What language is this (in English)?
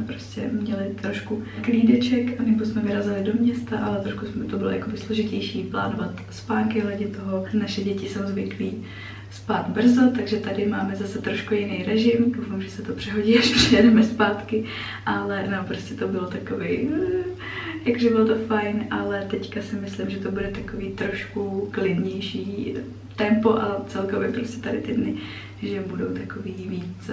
Czech